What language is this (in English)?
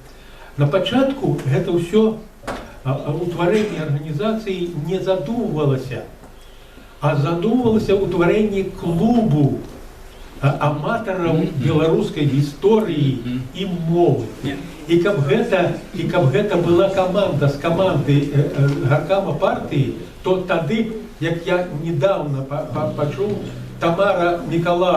Belarusian